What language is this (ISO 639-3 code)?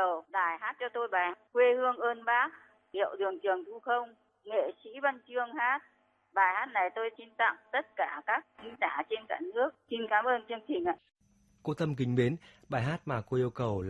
vie